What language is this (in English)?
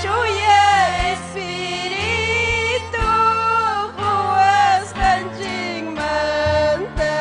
Ayacucho Quechua